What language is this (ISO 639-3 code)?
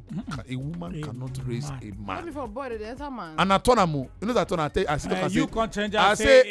pcm